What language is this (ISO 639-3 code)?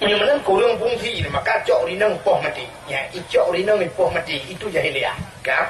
ace